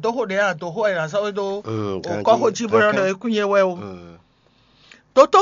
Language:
Fon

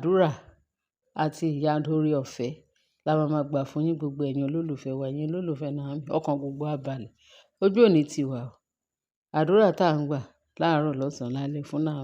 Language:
Yoruba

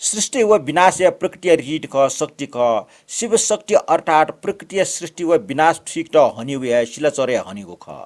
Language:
Newari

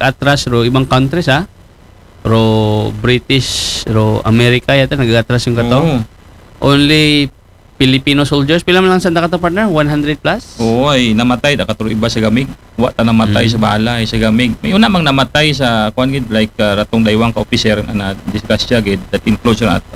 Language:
Aklanon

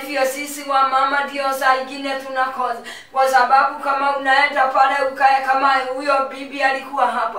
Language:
Swahili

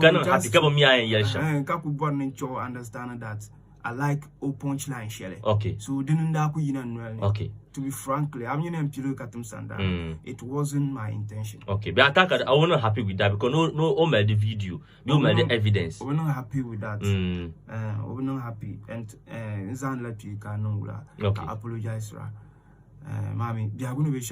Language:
Dagbani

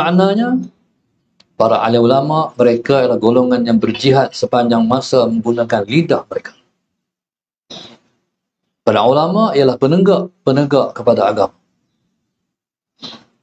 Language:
Malay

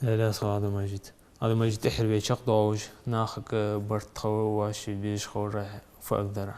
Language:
Ingush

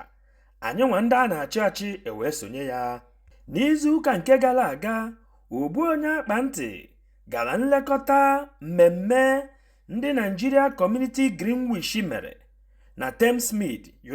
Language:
Igbo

